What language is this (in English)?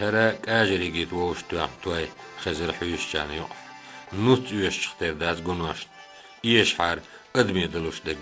Chechen